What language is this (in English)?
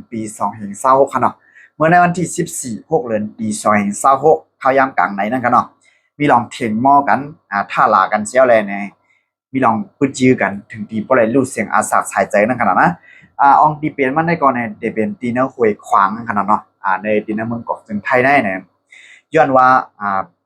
Shan